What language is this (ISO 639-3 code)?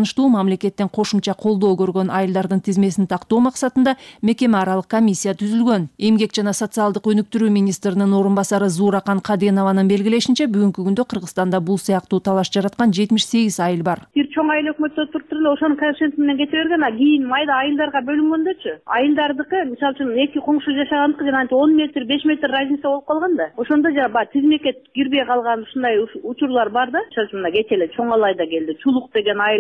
kir